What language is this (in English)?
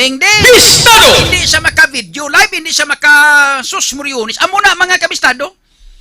Hiligaynon